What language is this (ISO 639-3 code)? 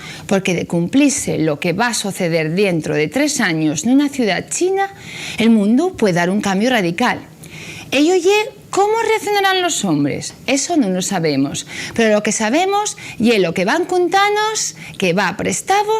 ast